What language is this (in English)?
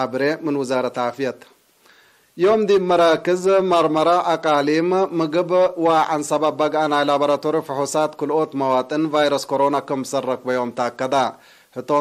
Tigre